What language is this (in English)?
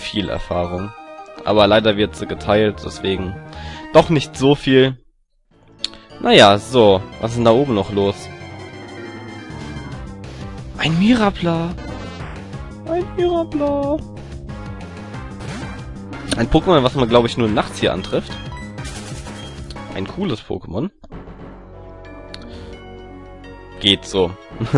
German